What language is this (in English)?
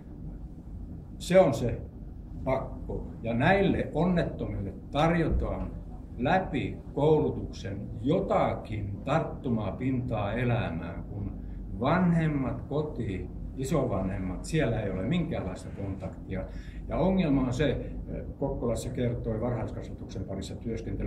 Finnish